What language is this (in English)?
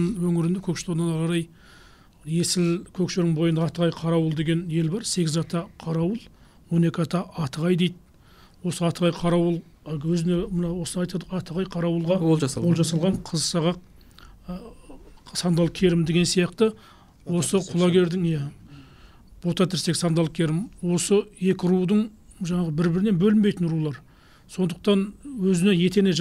Kazakh